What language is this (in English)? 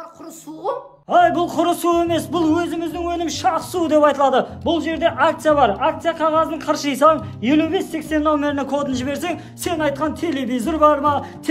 Kara-Kalpak